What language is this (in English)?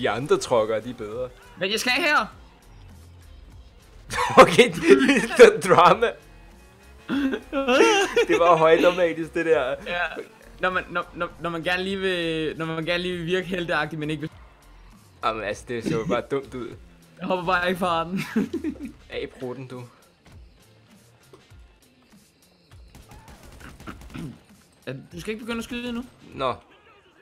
Danish